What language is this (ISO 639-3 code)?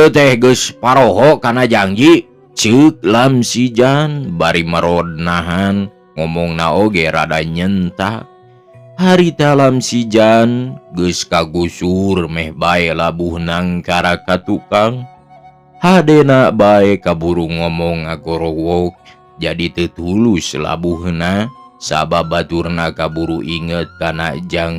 sun